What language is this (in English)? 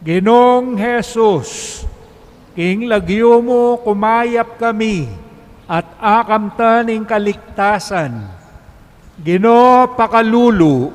Pampanga